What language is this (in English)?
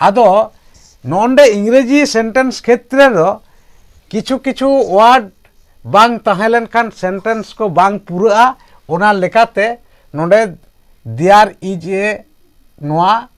Santali